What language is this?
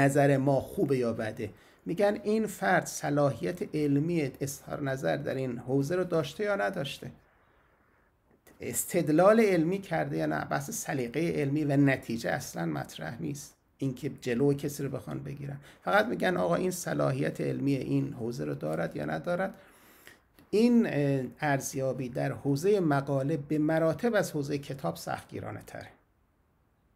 Persian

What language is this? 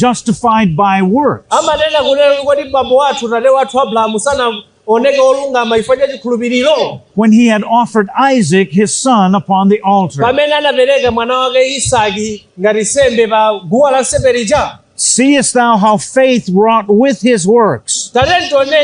Nyanja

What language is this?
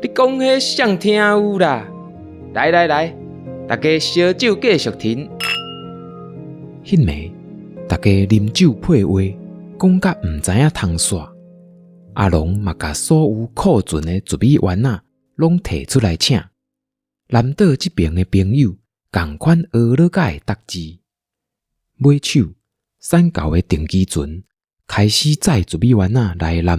Min Nan Chinese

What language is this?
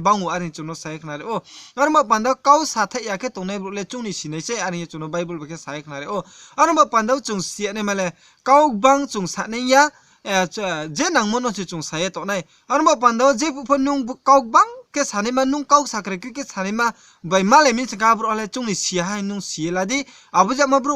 Riang (India)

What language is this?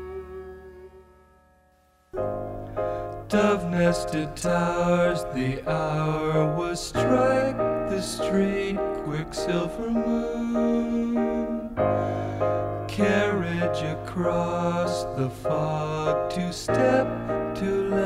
English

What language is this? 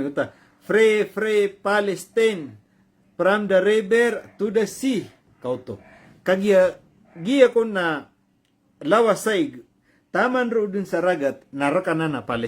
Maranao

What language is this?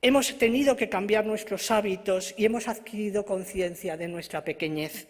Ladino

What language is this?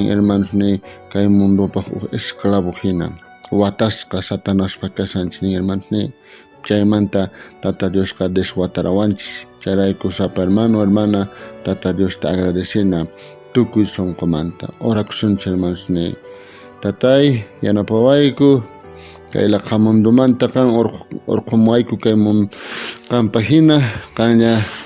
South Bolivian Quechua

